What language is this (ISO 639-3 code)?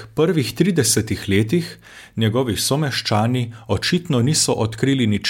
slv